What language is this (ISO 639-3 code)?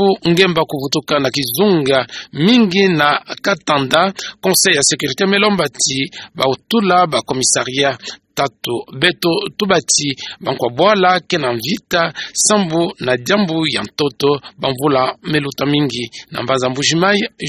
ktu